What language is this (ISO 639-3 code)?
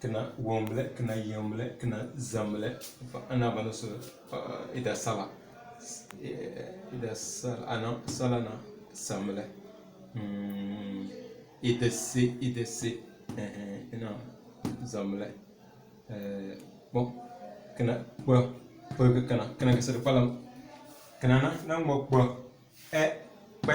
kdh